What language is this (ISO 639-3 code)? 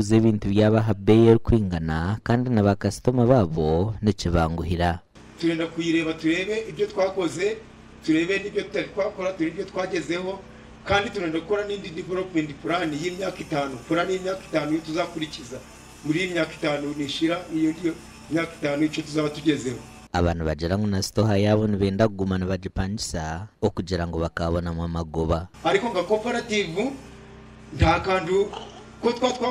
nyn